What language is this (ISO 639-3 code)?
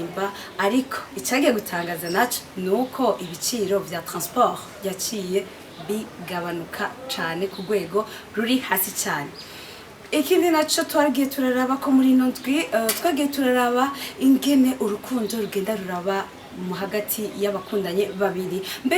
run